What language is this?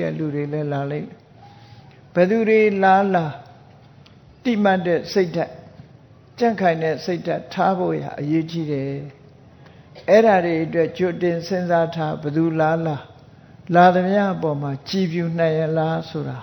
Burmese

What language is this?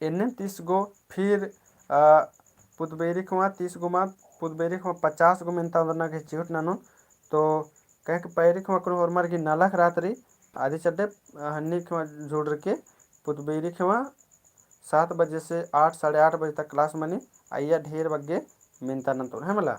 Kurukh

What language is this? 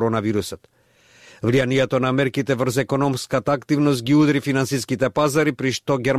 Macedonian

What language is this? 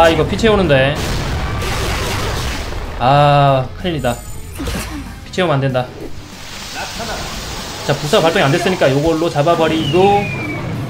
Korean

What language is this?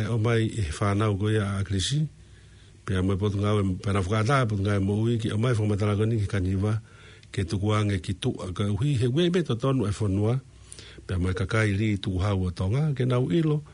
Tongan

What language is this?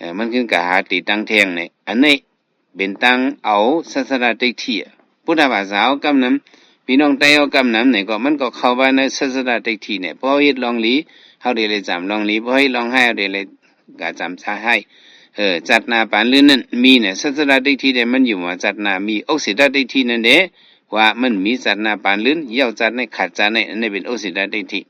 Shan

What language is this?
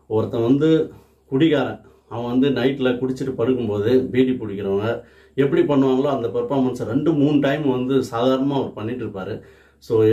Tamil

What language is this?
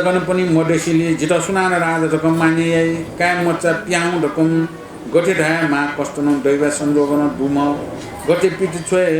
Newari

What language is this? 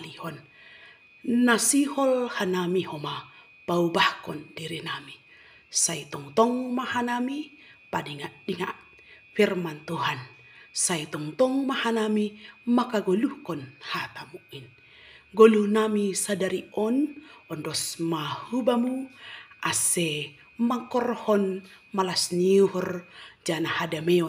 Batak Simalungun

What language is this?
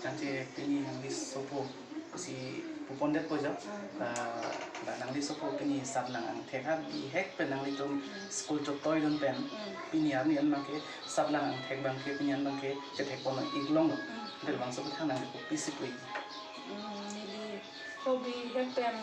Karbi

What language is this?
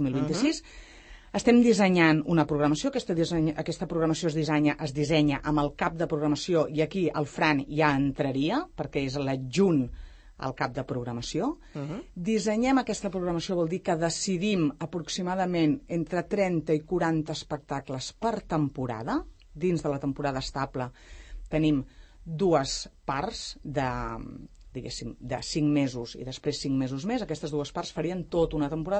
Catalan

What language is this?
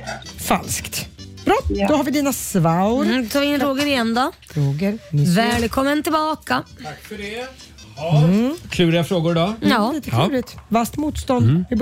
Swedish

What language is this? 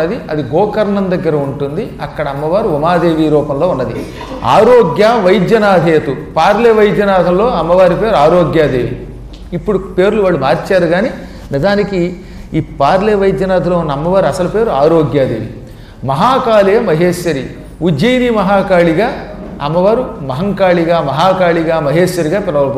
Telugu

